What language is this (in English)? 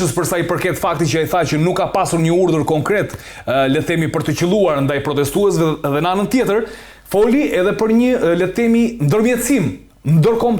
Albanian